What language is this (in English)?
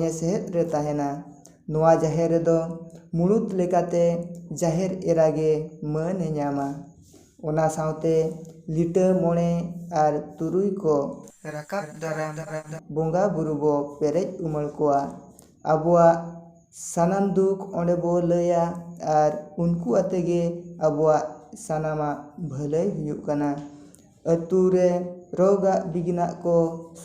Santali